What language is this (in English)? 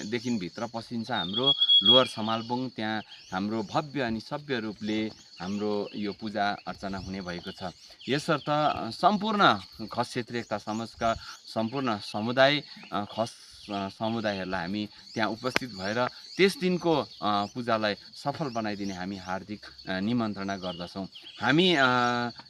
Nepali